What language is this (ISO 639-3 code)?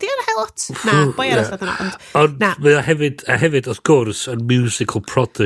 cym